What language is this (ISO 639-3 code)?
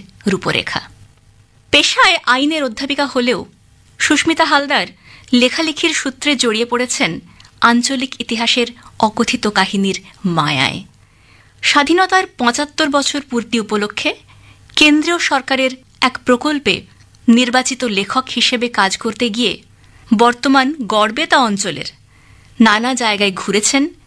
ben